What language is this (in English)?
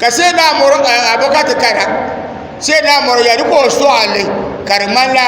Dagbani